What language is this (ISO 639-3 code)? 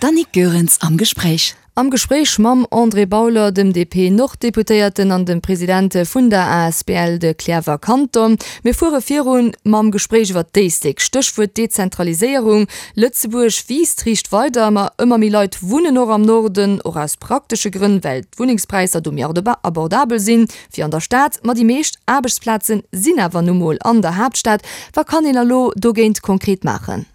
ltz